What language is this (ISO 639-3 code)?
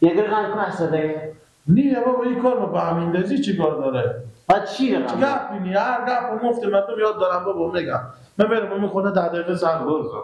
fas